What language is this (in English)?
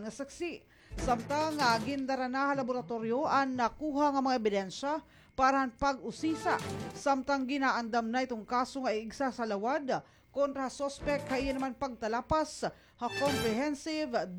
Waray